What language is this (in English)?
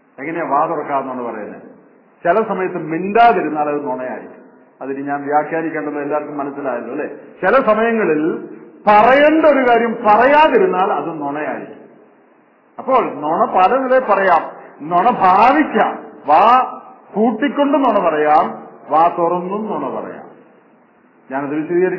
Malayalam